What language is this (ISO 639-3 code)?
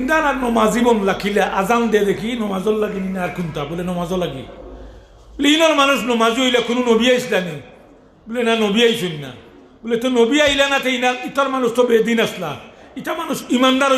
syl